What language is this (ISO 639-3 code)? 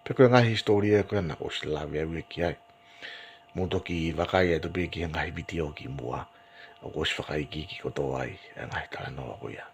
ton